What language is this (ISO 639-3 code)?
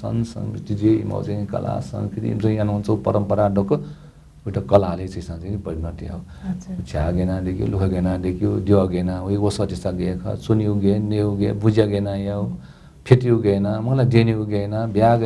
new